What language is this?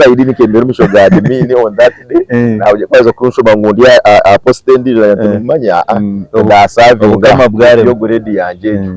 Nyankole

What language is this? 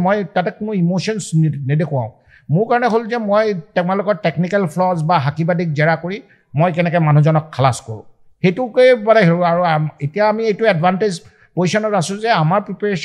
Assamese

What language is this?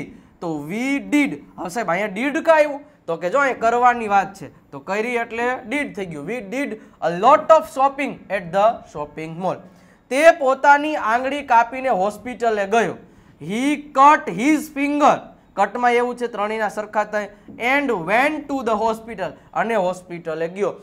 Gujarati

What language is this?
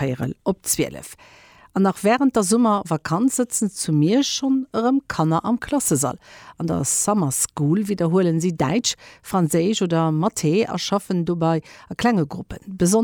Luxembourgish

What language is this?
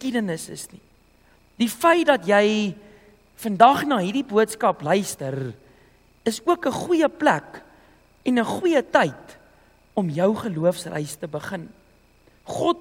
Afrikaans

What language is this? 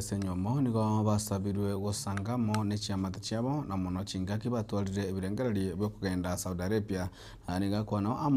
Gusii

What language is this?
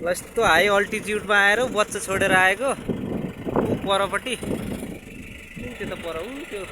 Nepali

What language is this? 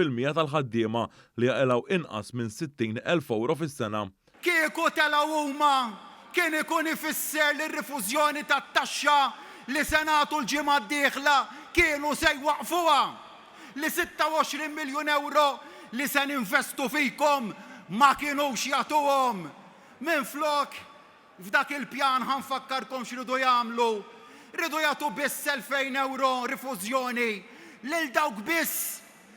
Maltese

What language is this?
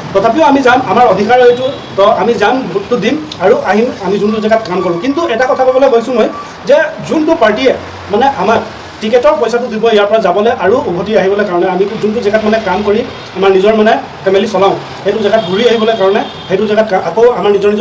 Assamese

